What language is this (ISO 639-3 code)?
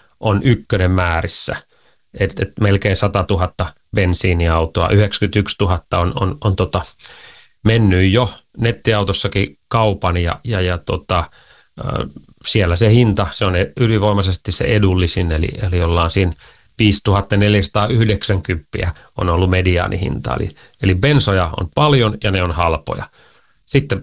fin